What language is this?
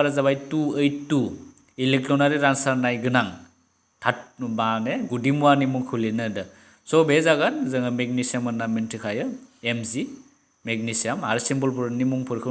Bodo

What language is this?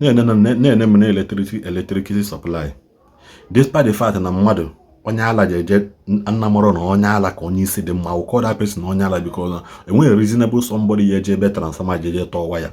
Igbo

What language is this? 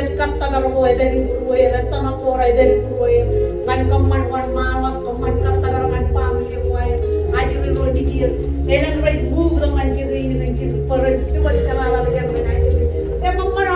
Marshallese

